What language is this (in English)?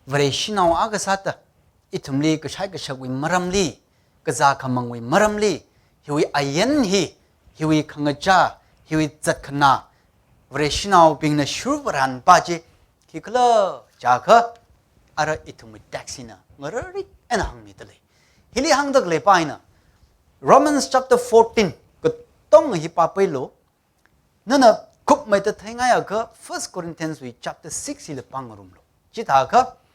Tangkhul Naga (India)